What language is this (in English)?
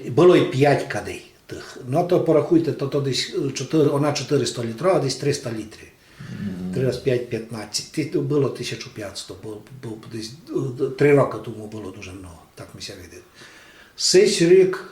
Rusyn